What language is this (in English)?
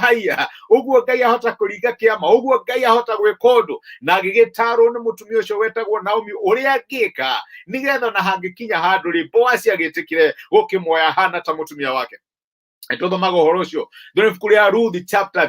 Kikuyu